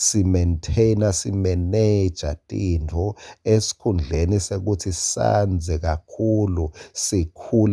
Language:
Swati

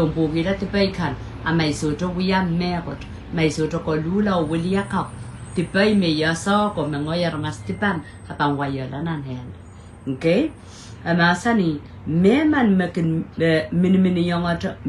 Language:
Pohnpeian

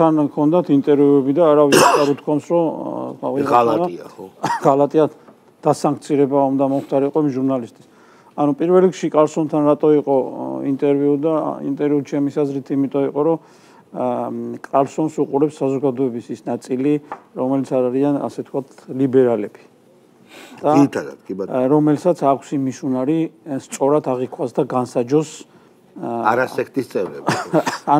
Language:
Georgian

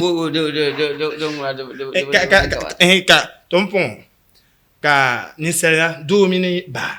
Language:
Dagbani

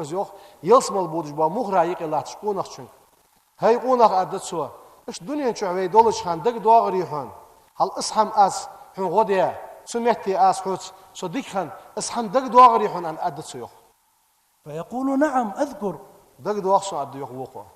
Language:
Ingush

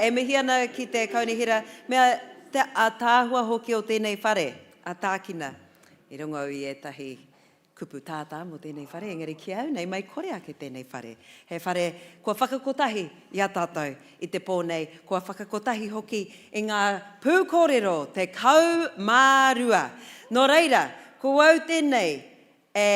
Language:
Māori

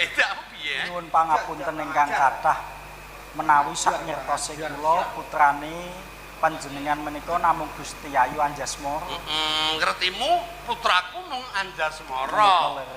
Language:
Javanese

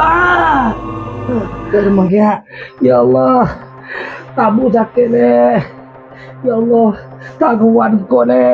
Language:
Madurese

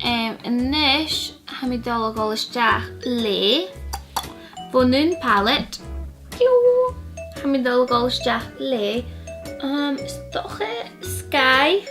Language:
Scottish Gaelic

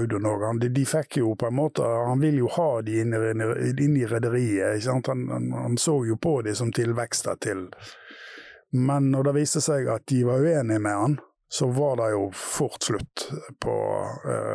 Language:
Norwegian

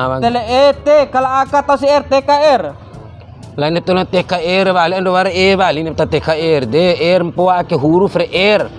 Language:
Bima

